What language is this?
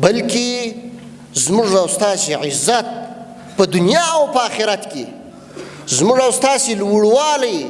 Pashto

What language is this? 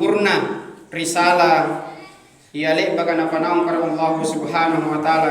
Makasar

